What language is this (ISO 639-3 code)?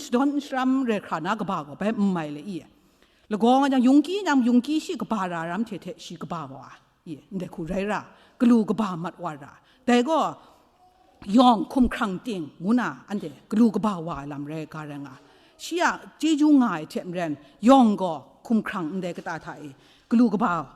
kac